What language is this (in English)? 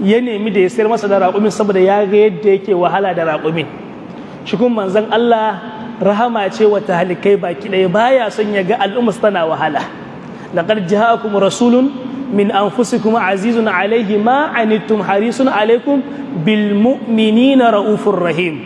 Hausa